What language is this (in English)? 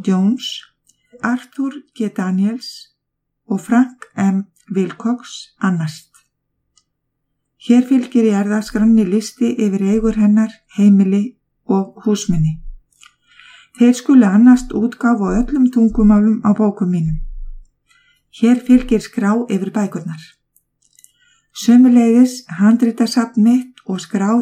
Icelandic